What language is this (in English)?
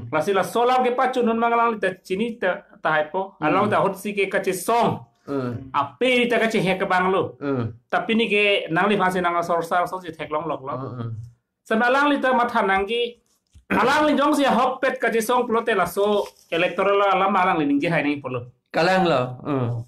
Karbi